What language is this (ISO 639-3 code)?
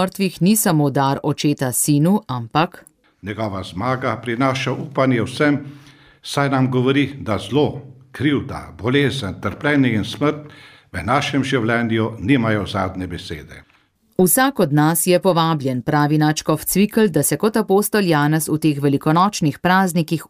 slv